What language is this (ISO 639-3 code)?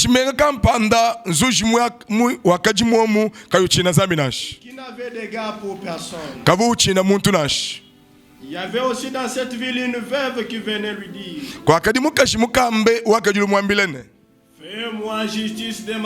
lua